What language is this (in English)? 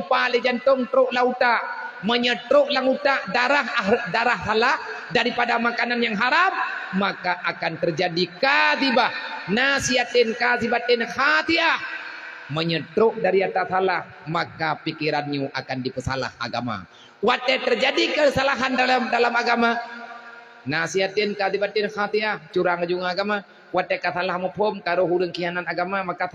Achinese